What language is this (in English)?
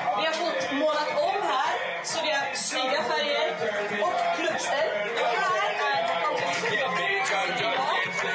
Swedish